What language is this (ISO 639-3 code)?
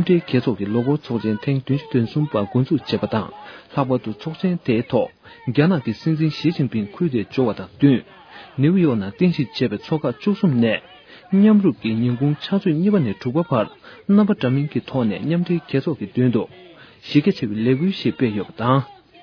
bod